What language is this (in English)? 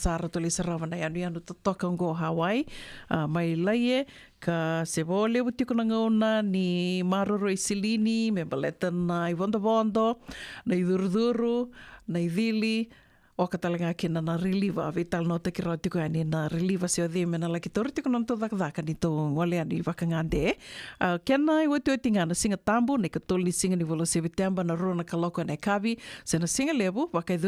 Fijian